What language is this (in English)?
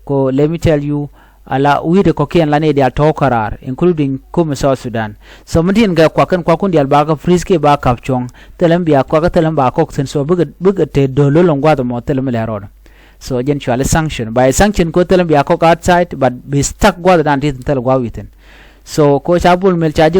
Nuer